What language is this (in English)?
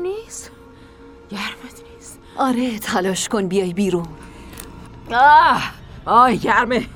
Persian